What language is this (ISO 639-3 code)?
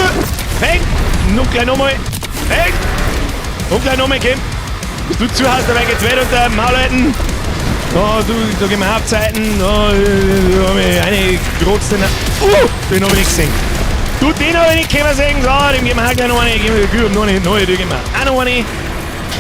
bar